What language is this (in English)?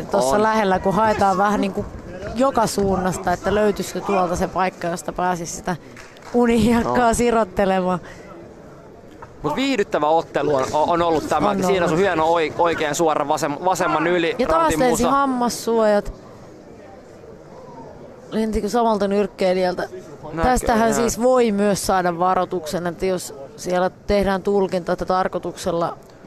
Finnish